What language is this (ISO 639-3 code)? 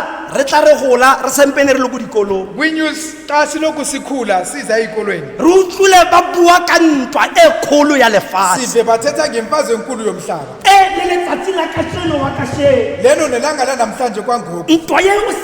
tsn